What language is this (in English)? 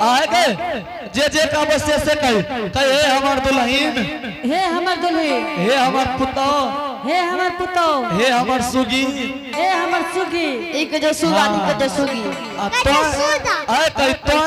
Angika